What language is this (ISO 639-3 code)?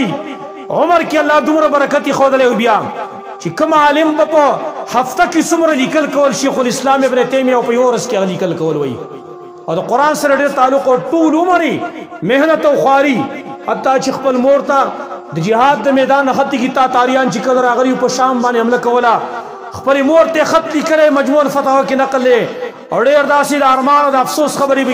pus